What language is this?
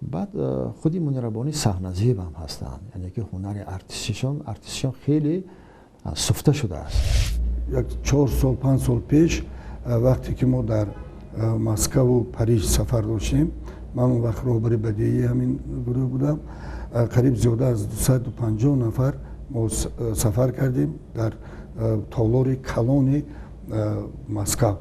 Tajik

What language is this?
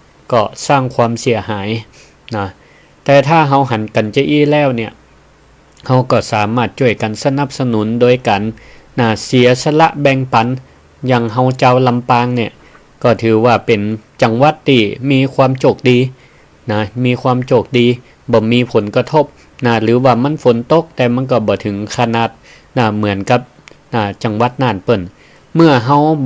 Northern Thai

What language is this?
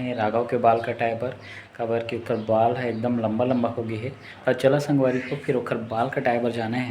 Chhattisgarhi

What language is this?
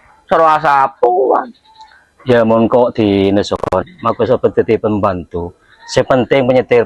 Madurese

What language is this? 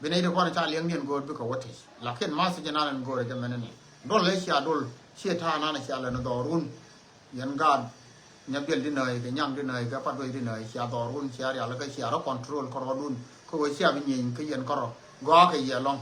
Nuer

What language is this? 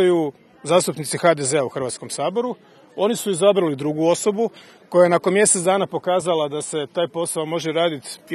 Croatian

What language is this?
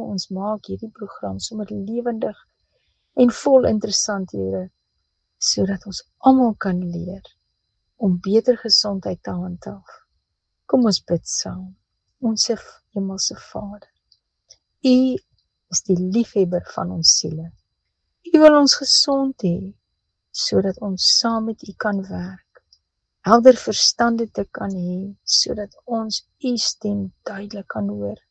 Afrikaans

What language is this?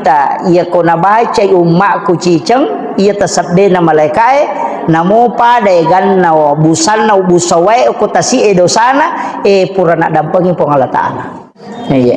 Buginese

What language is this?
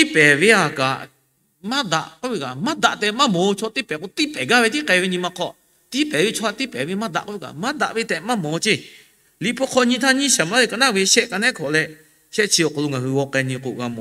Lahu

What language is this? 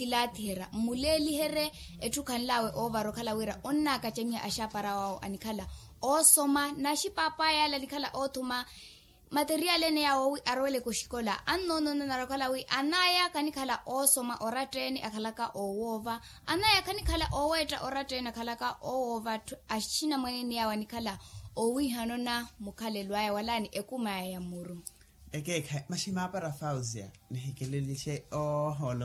Makhuwa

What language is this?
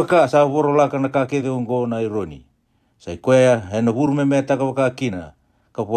Fijian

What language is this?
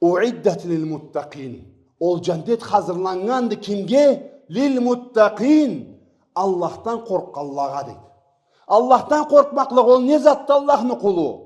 Karachay-Balkar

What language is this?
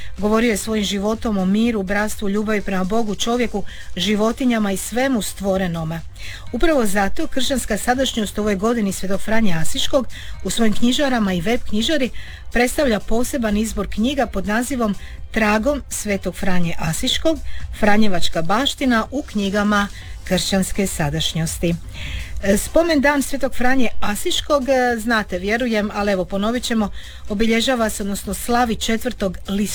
Croatian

